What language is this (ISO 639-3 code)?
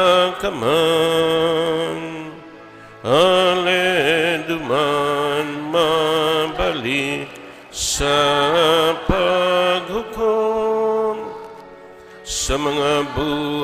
bik